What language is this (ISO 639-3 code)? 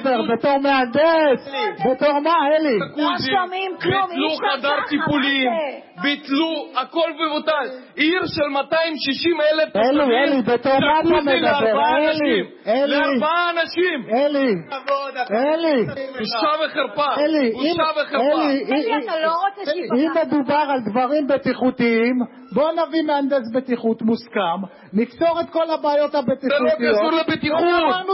heb